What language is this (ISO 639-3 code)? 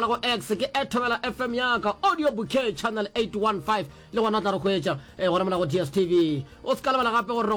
nso